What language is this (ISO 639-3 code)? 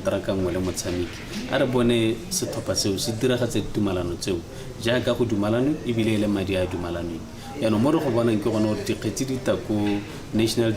tsn